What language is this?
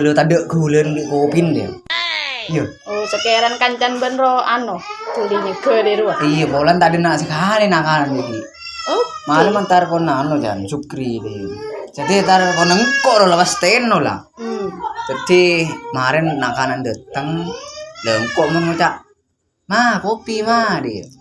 Madurese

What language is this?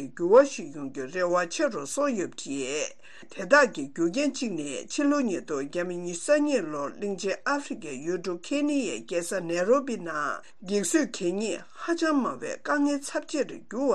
Tibetan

